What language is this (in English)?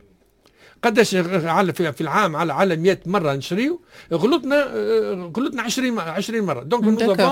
Tunisian Arabic